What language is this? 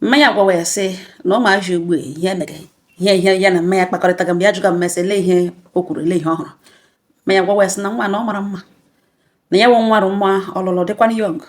Igbo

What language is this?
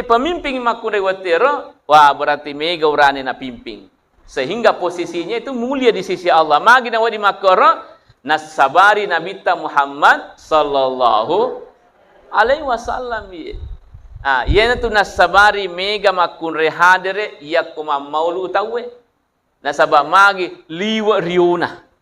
Buginese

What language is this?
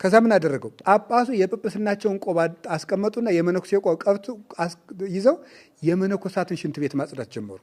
Amharic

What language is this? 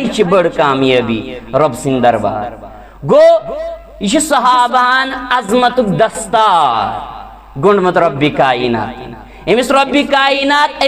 Kashmiri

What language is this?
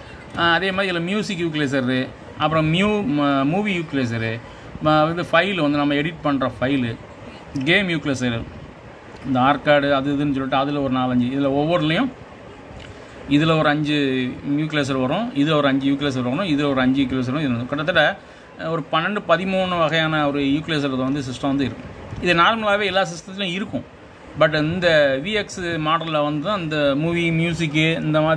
Tamil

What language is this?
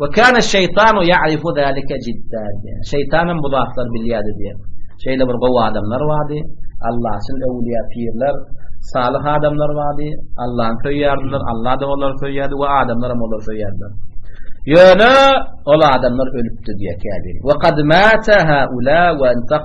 Turkmen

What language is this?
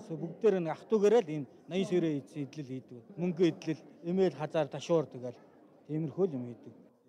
Mongolian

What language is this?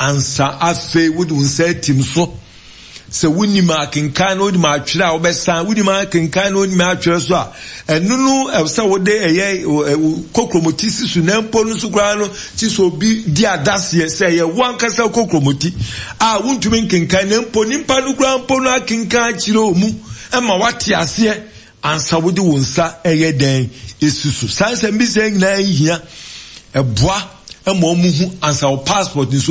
Akan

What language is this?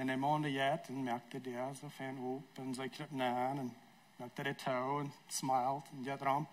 Plautdietsch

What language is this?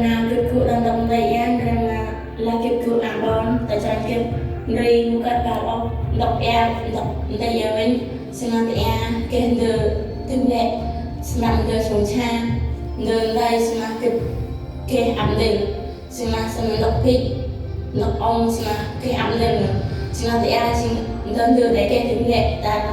Central Mnong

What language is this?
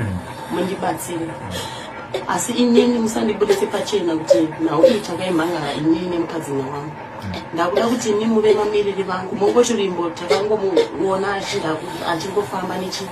Shona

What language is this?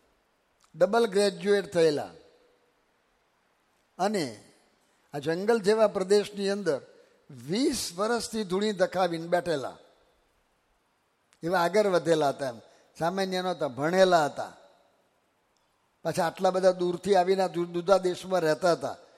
Gujarati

